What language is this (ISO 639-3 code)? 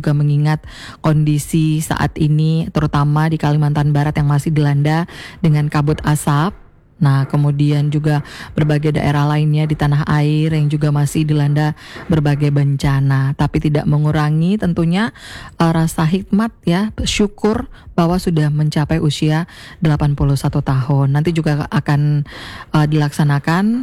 ind